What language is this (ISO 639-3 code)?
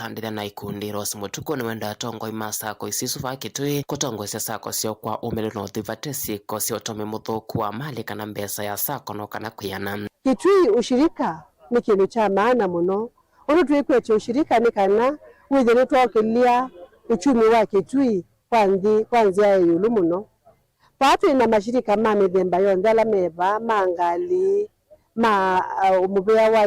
kam